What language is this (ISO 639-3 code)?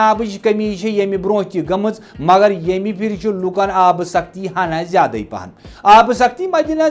kas